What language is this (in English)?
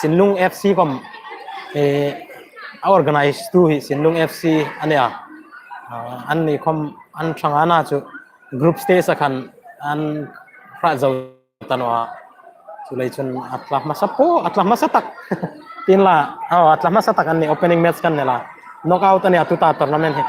Hmar